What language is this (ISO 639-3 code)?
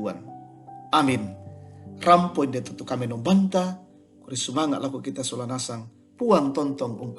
sda